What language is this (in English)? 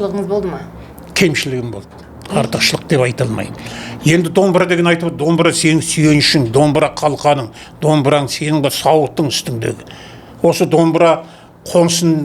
Kazakh